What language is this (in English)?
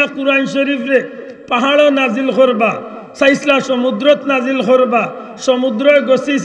Sylheti